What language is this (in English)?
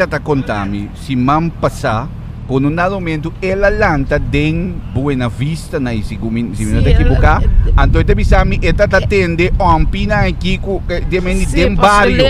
Papiamento